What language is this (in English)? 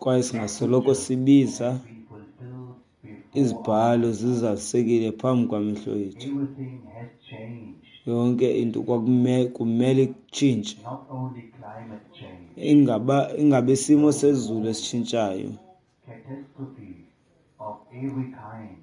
Xhosa